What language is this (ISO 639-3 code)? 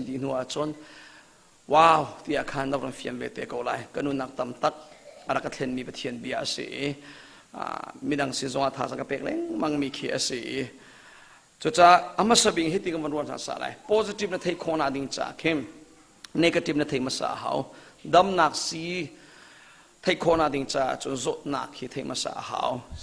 cnh